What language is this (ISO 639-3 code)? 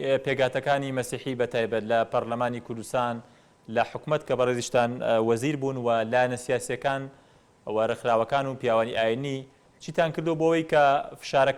ckb